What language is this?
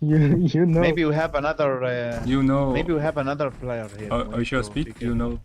Kara-Kalpak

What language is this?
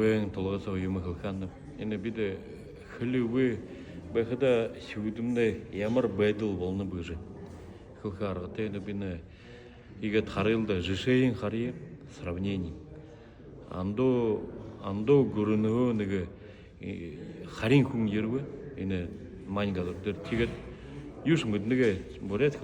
Buriat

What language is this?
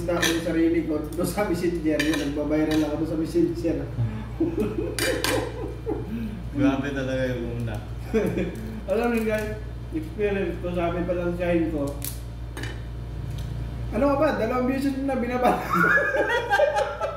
Filipino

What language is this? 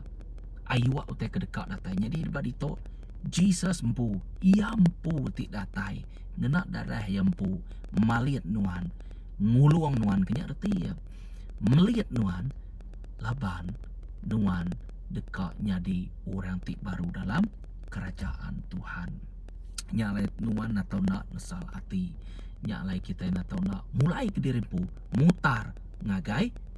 Iban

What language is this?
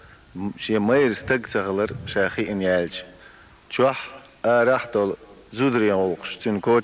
Chechen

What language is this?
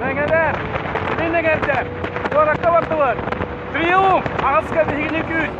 Yakut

